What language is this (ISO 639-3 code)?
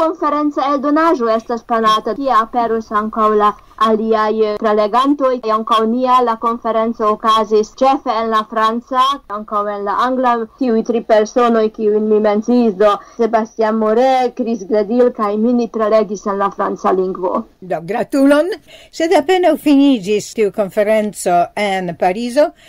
epo